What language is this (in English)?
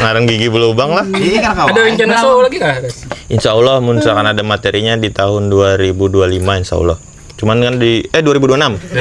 Banjar